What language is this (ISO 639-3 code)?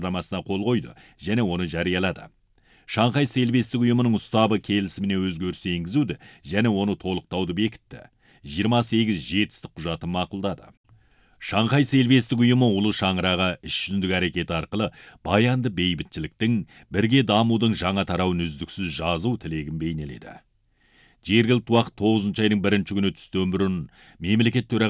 kaz